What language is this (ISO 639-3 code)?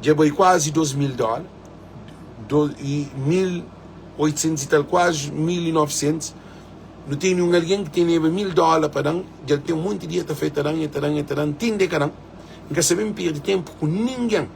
kea